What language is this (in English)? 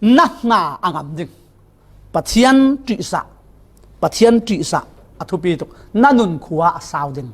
Falam Chin